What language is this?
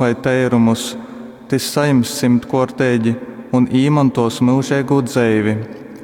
Latgalian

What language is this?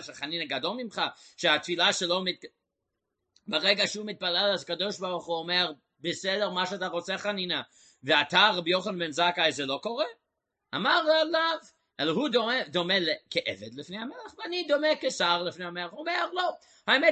Hebrew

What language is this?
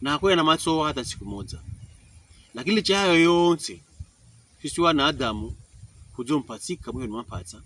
Pokomo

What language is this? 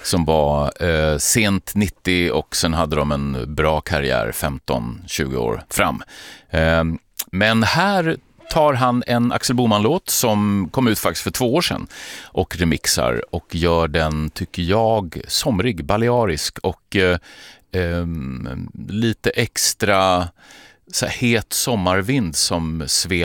Swedish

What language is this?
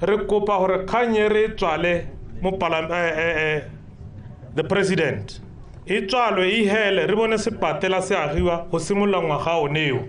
Tswana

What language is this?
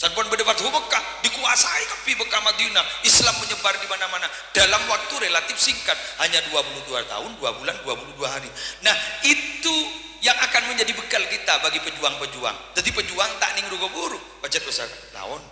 Madurese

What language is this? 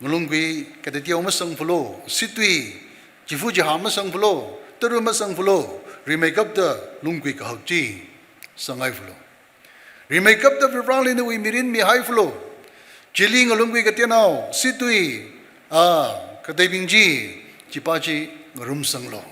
Tangkhul Naga (India)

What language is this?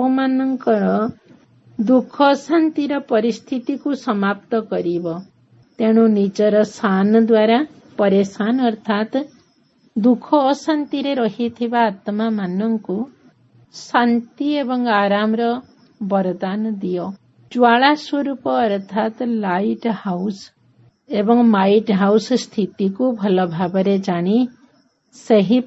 Odia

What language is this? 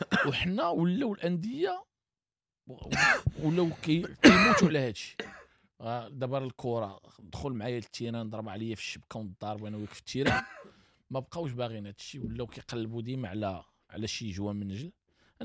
Moroccan Arabic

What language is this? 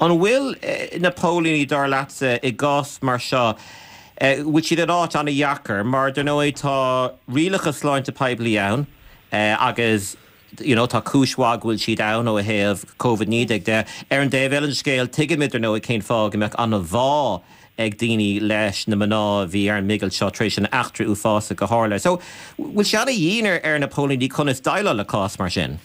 Irish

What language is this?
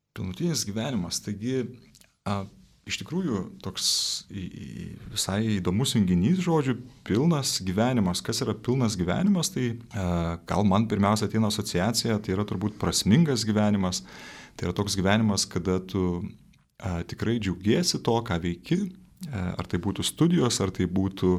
Lithuanian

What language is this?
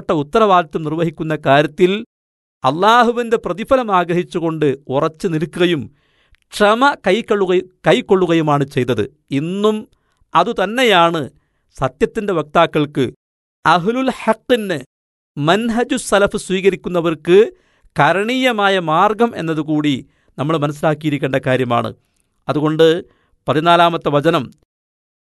Malayalam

